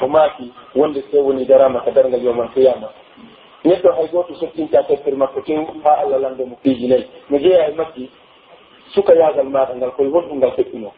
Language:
Pular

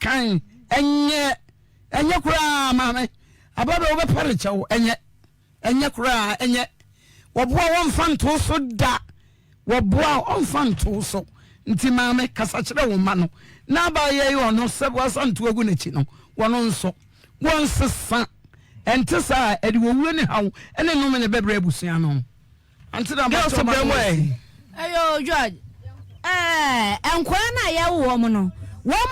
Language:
Akan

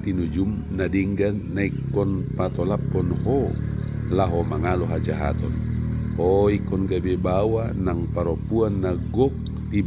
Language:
Batak Toba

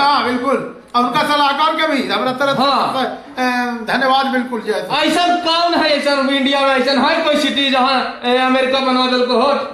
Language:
Magahi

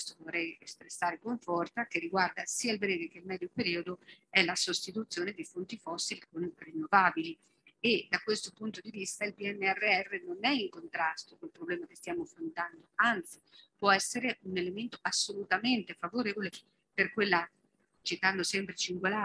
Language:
Italian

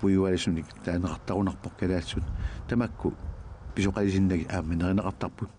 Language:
Kalaallisut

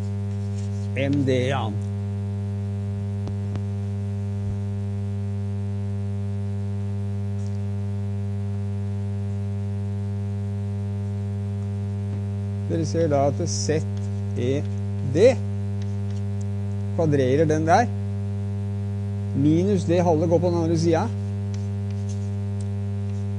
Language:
Norwegian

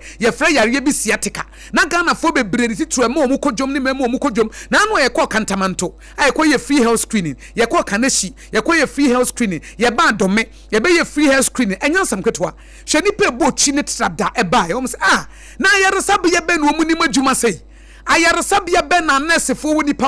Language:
Akan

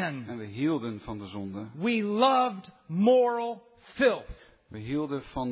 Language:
Dutch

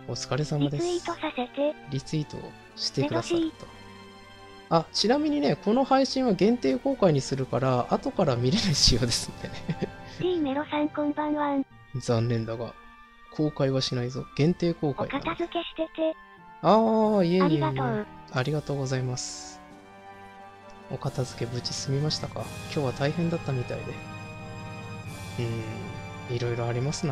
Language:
Japanese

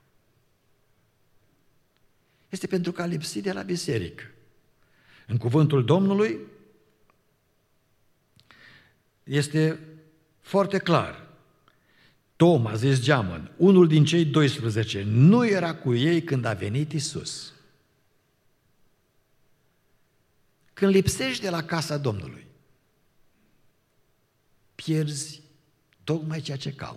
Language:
Romanian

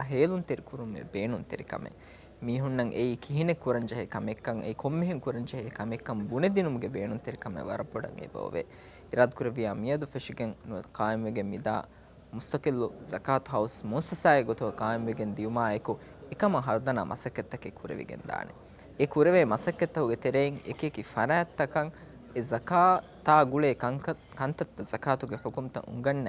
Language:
Divehi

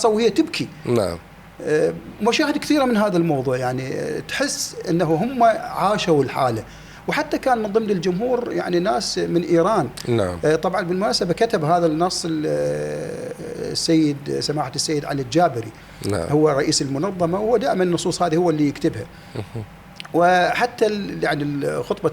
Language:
Mesopotamian Arabic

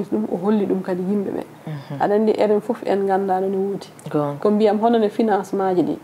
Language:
Fula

